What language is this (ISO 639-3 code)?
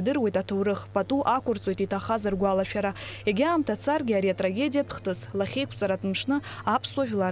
abk